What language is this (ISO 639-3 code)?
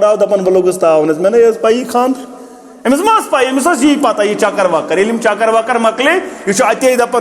kas